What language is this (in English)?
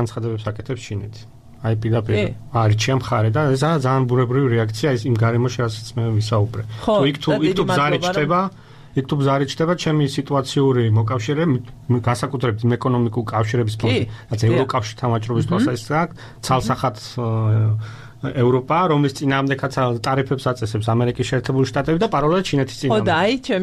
Georgian